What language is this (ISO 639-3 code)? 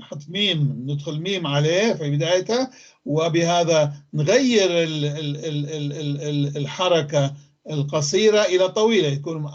apc